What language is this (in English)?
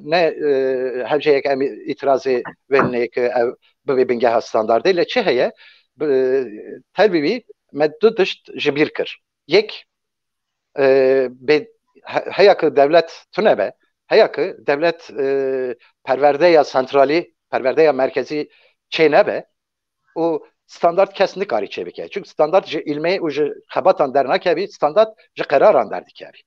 Kurdish